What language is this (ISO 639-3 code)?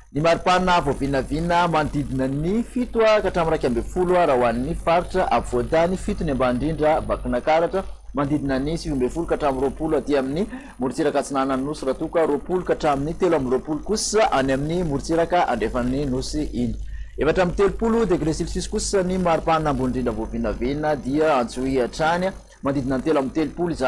mlg